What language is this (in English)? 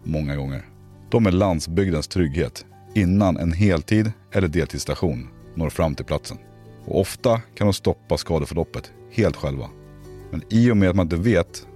Swedish